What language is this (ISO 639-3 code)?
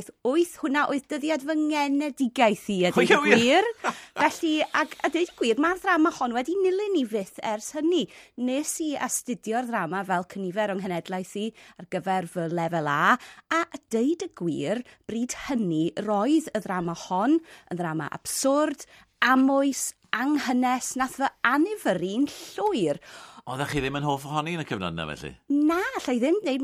cym